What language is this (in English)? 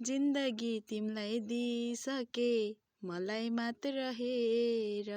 Nepali